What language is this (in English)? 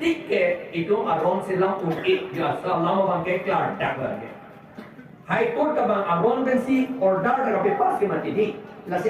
Karbi